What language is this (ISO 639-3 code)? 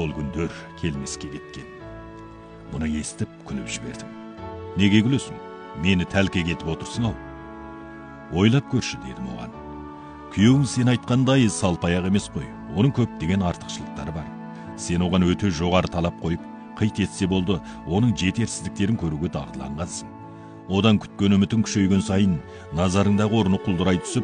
kaz